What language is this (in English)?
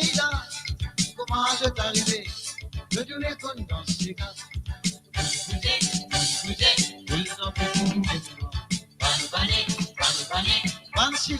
Morisyen